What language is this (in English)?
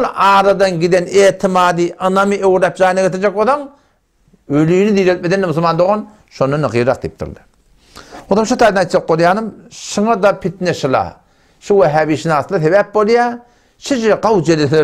Turkmen